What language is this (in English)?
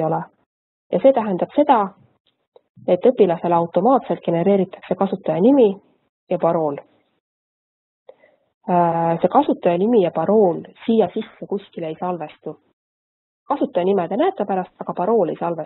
Estonian